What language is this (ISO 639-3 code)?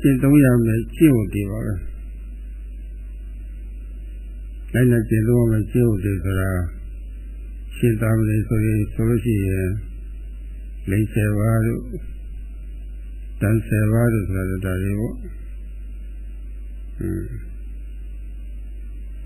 mya